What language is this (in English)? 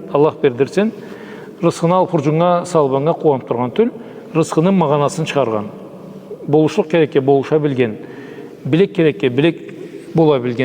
Karachay-Balkar